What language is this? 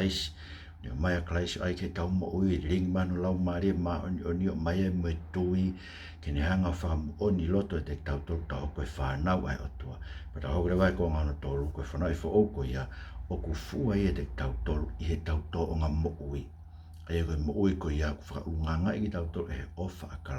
Tongan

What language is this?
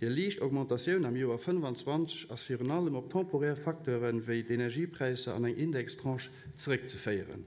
Luxembourgish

